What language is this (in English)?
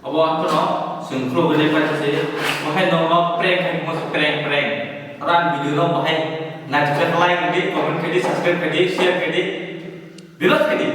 Kok Borok